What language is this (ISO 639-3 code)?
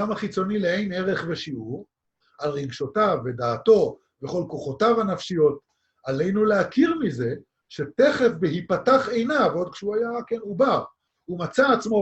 heb